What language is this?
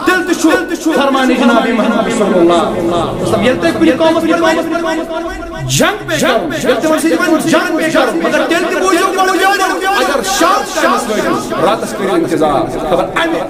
Kashmiri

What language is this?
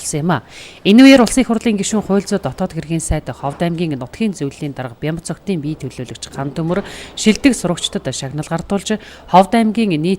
Mongolian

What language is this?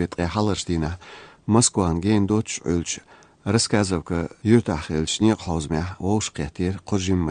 Chechen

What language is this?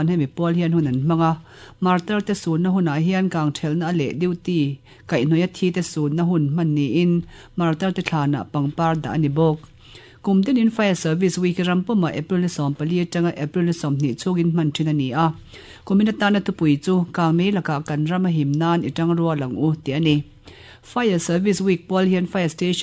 Mizo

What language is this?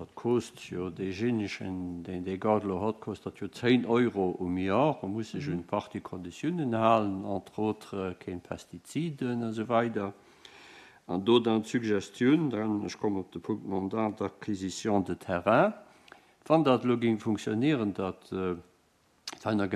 Luxembourgish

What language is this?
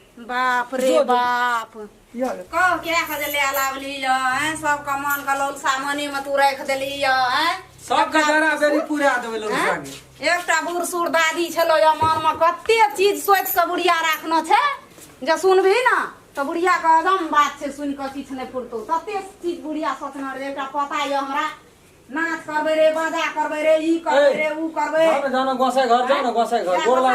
Maithili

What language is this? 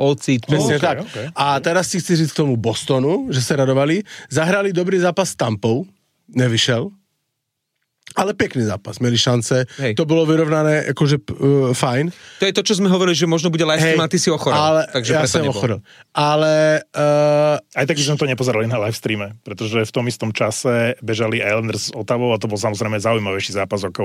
Slovak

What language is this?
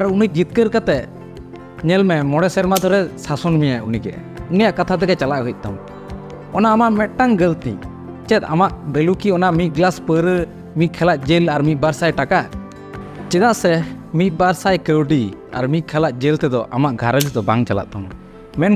Santali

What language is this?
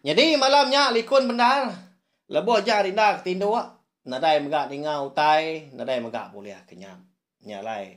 Iban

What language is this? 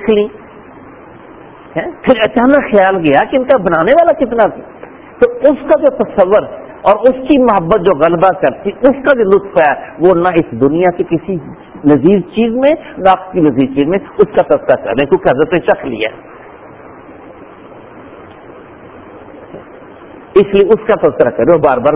Urdu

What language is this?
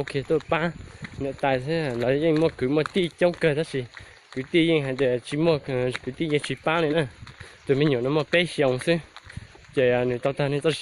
Hmong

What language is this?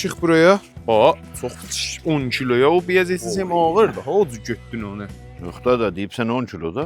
South Azerbaijani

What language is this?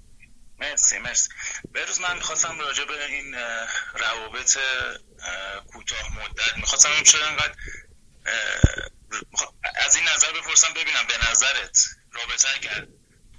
Persian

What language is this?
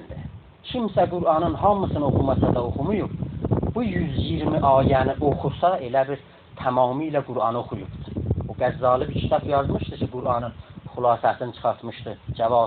South Azerbaijani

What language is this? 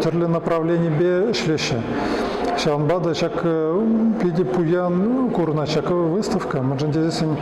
Chuvash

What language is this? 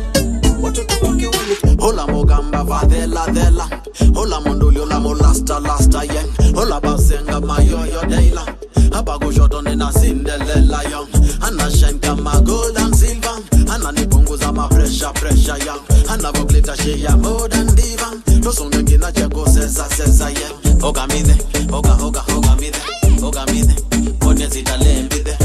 Swahili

